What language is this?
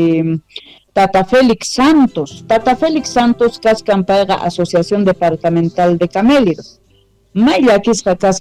Quechua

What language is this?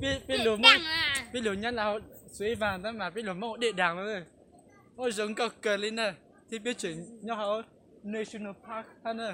Hmong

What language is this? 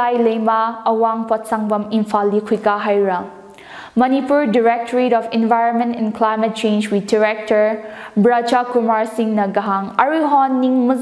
Tangkhul Naga (India)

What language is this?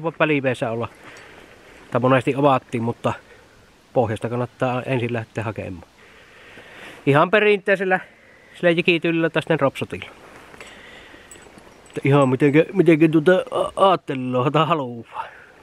Finnish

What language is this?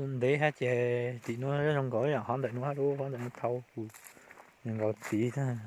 Hmong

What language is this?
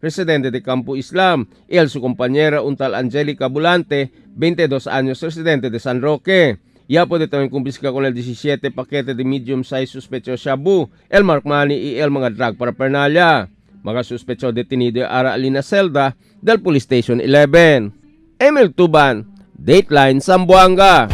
Chavacano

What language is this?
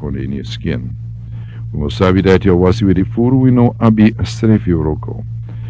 Sranan Tongo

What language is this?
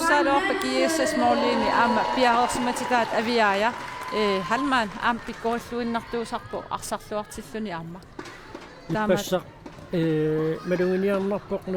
Kalaallisut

